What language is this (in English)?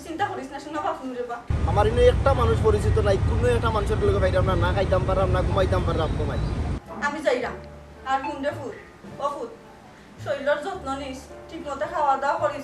Sylheti